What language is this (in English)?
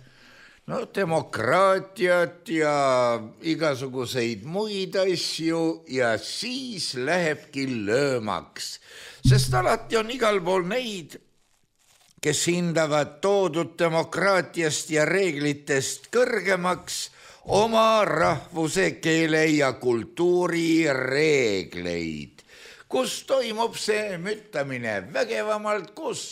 Estonian